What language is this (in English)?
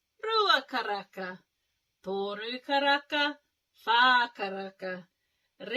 Māori